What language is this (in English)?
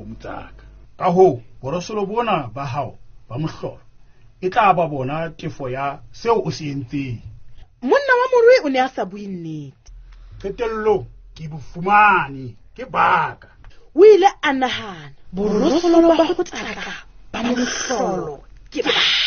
Southern Sotho